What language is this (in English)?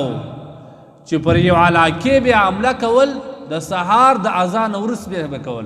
Pashto